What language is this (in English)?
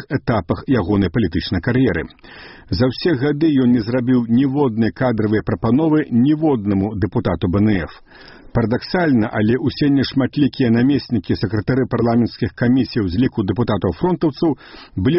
Belarusian